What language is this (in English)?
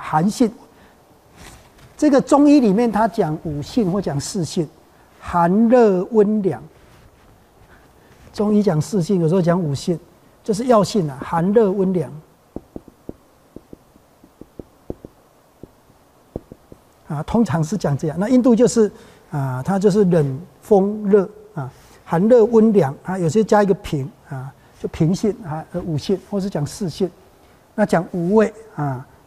Chinese